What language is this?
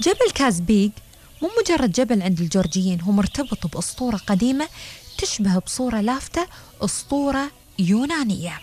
Gulf Arabic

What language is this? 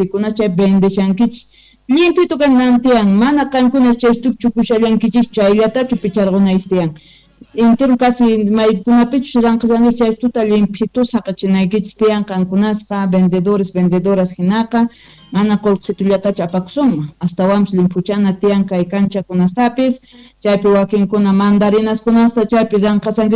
South Bolivian Quechua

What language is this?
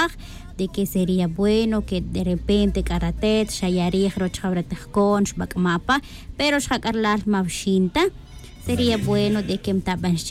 Tz'utujil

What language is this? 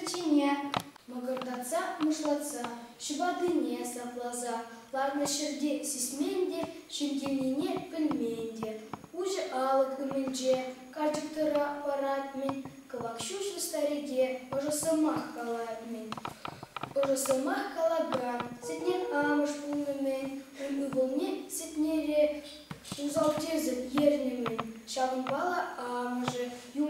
Chuvash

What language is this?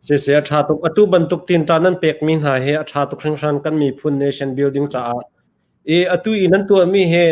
Hakha Chin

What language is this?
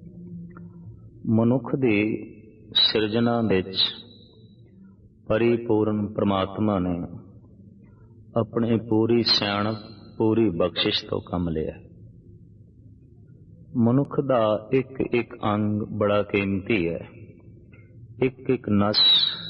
Punjabi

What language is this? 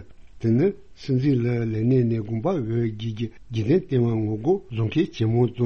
Tibetan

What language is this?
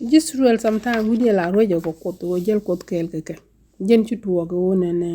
Nuer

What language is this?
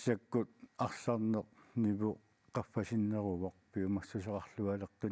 Kalaallisut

